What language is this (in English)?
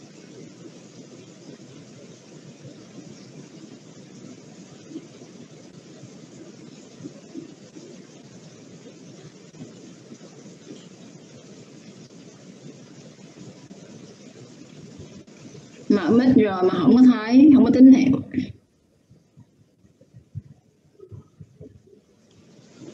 Vietnamese